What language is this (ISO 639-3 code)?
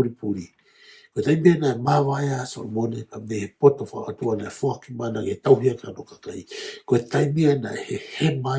ton